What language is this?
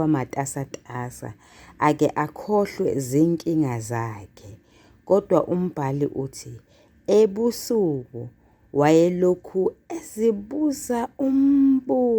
Zulu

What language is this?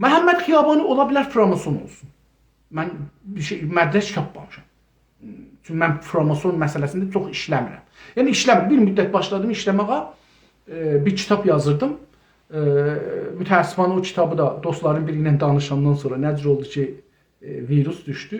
South Azerbaijani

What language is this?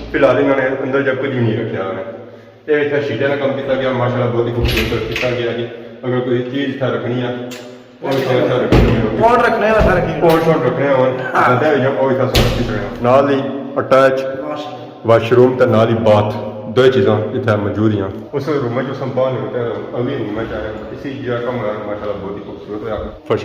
Pahari-Potwari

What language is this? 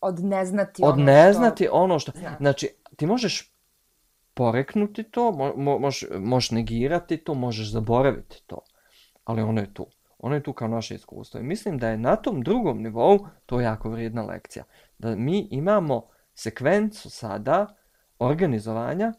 Bosnian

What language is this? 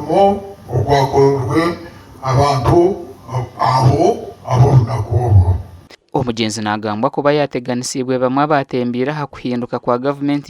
Nyankole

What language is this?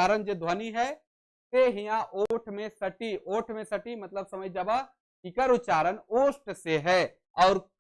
Sadri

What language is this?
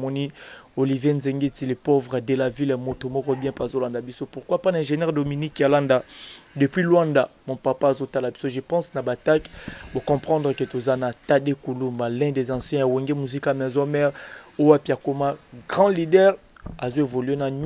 Lingala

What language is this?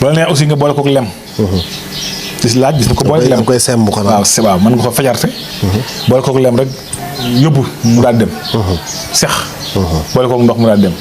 Wolof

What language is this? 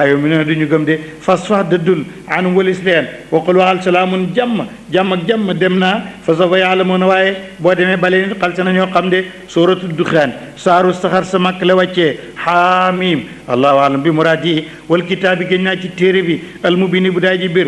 Wolof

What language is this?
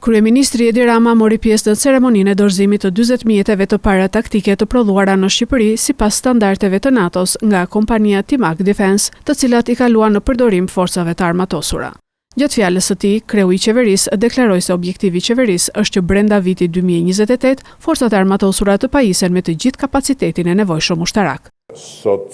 Albanian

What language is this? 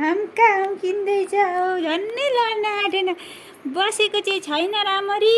Nepali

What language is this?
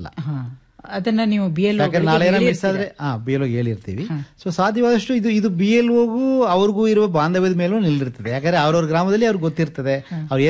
Kannada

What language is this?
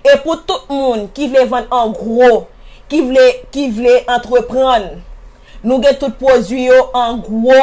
Haitian Creole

